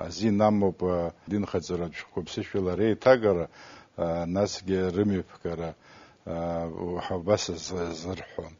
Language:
Abkhazian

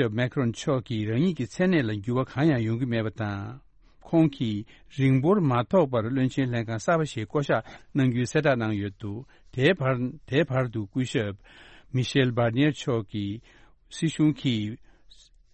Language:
Tibetan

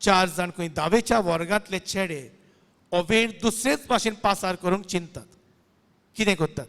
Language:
Konkani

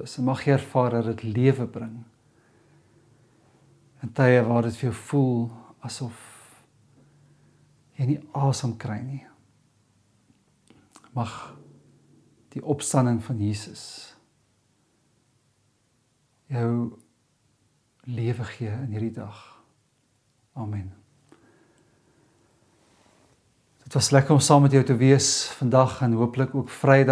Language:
Afrikaans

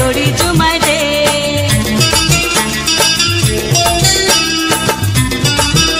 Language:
Sadri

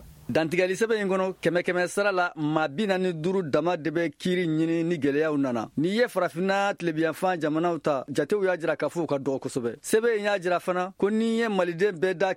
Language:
Bambara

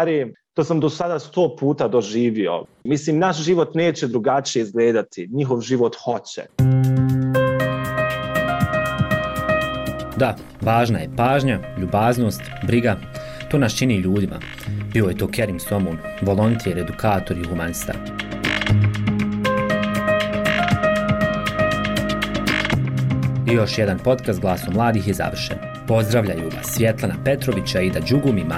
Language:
Bosnian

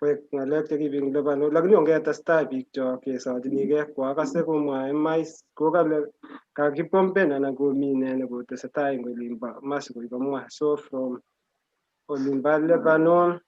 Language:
Kalenjin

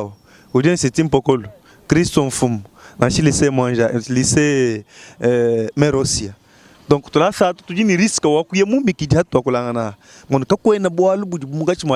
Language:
Luba-Lulua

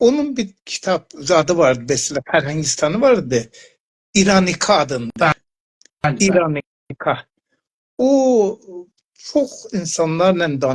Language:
South Azerbaijani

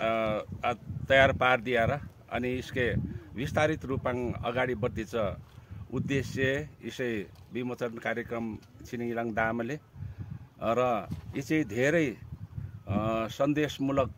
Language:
Nepali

